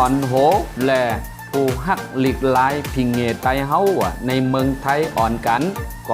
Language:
Shan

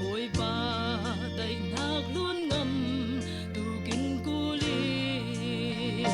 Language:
Falam Chin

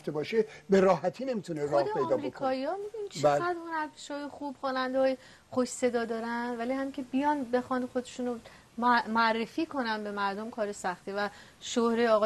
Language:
Persian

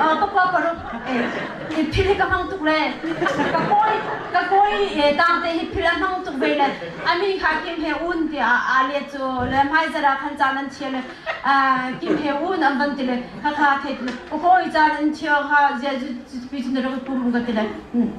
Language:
Hakha Chin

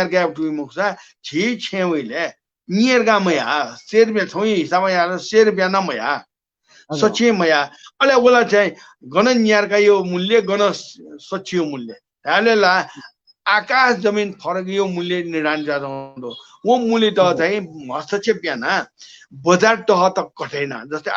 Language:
Newari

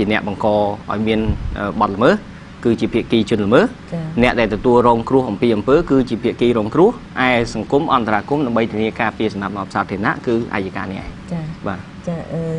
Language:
Khmer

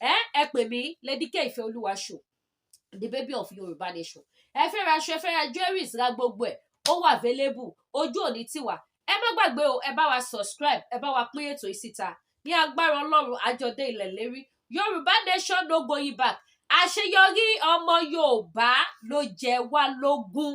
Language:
Yoruba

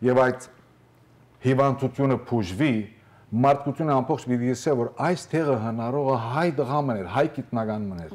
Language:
Western Armenian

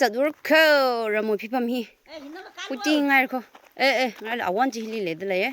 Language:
Tangkhul Naga (India)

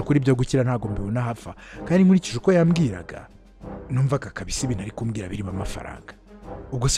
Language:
Kinyarwanda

